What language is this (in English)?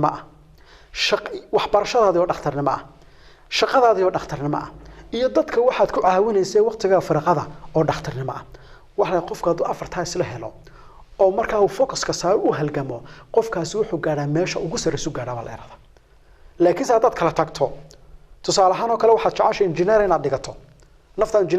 Somali